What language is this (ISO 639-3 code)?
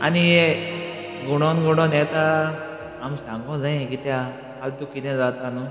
kok